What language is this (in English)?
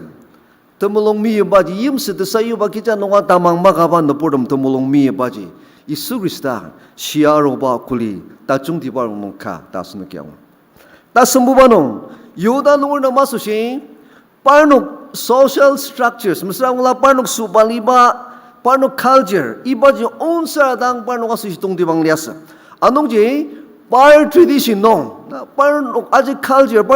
Ao Naga